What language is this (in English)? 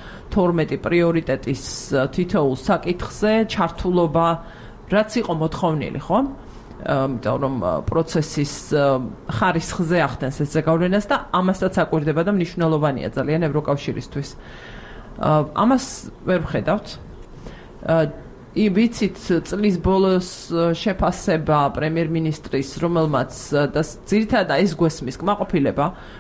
Georgian